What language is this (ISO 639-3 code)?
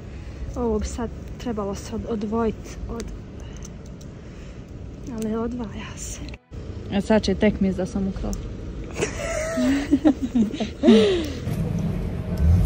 hrv